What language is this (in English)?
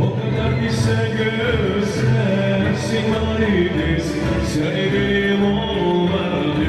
Gagauz